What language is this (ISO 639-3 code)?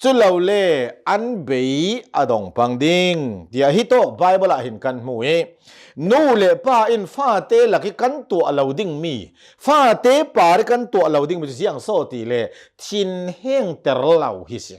cnh